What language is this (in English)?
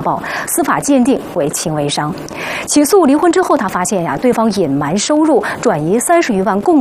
Chinese